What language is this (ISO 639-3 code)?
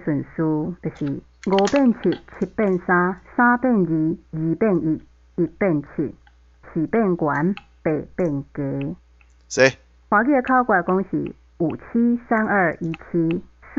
nan